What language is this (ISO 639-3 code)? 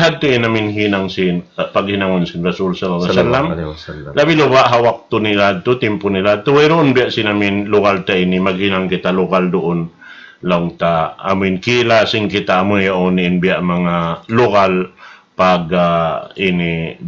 tsg